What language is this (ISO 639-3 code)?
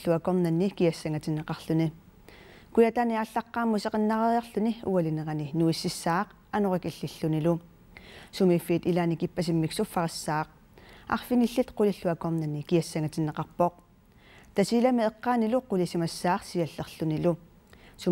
kal